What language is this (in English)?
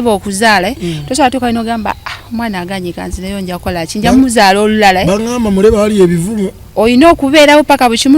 Ganda